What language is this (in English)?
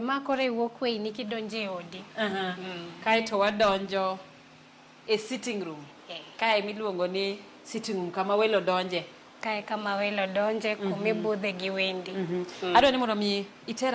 Luo (Kenya and Tanzania)